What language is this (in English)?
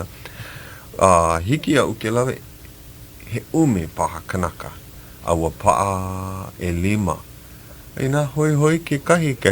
Hawaiian